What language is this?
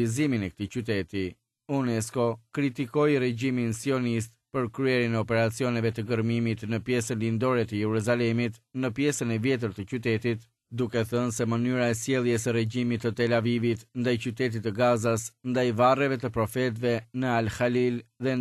Albanian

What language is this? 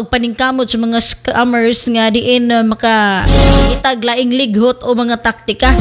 Cebuano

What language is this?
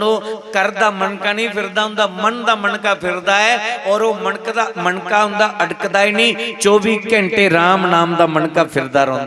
Dogri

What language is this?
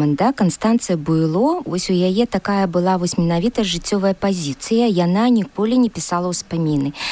Belarusian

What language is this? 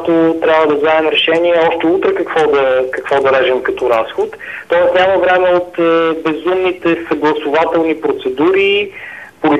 Bulgarian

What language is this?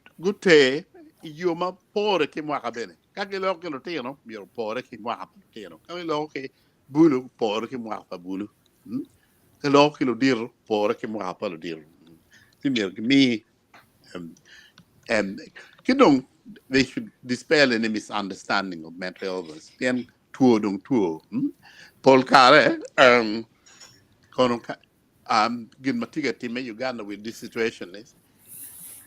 Acoli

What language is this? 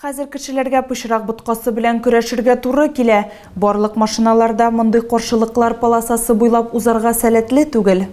Tatar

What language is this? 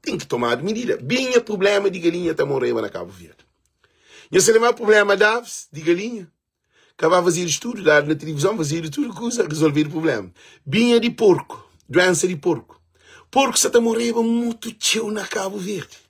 Kabuverdianu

